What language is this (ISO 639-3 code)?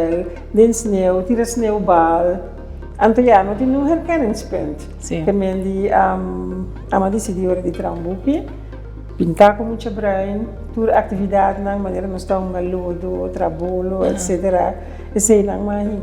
pap